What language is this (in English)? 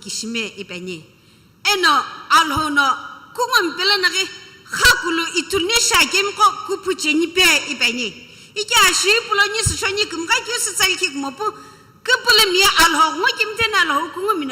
Sumi Naga